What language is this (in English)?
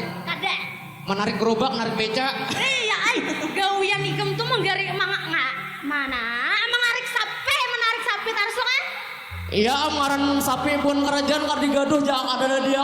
Banjar